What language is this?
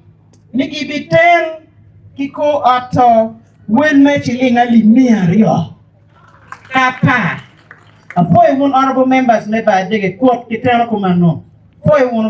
Acoli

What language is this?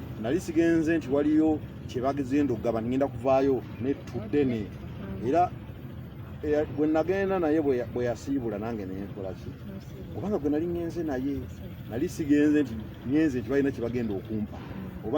Ganda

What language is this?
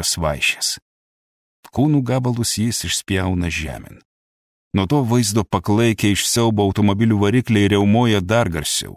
Lithuanian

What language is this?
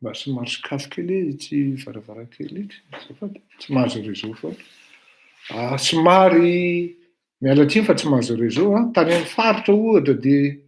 Malagasy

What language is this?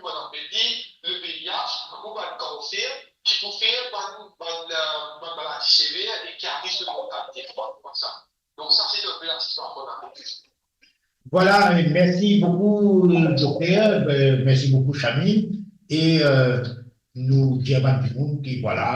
Morisyen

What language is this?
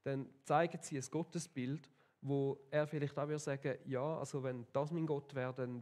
Swiss German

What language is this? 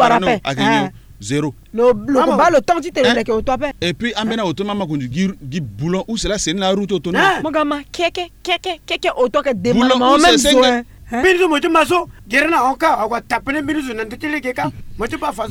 Sango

